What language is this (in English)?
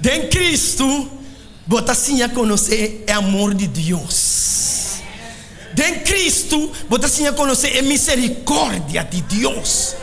Papiamento